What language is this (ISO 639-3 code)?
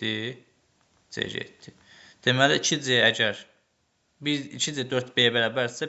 aze